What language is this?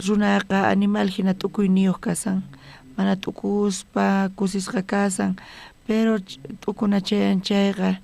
South Bolivian Quechua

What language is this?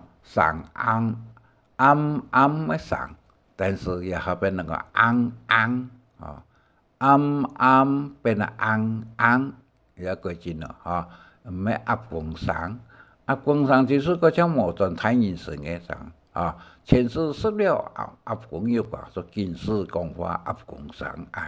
Hakka Chinese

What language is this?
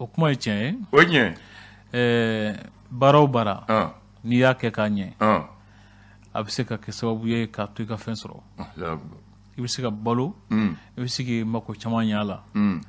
Bambara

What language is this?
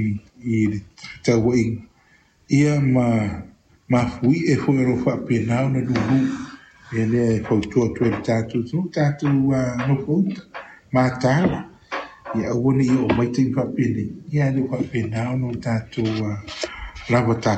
Samoan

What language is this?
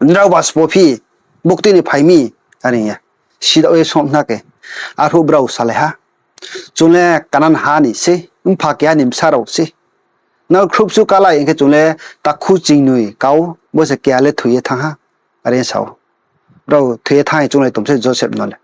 Riang (India)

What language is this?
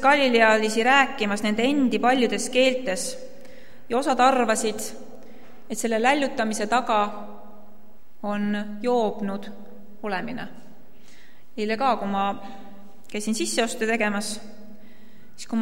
Estonian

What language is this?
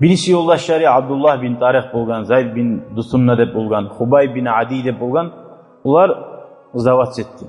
Kumyk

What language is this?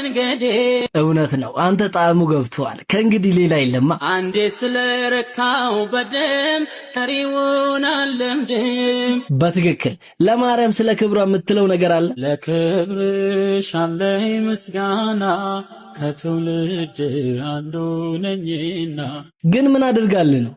Amharic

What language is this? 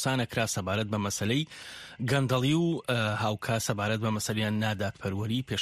Central Kurdish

